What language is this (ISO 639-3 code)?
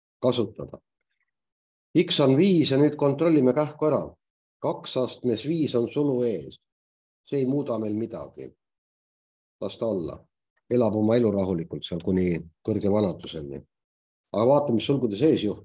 est